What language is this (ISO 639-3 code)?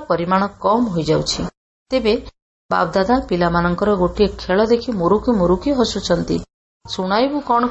ori